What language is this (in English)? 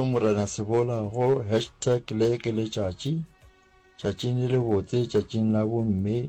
Northern Sotho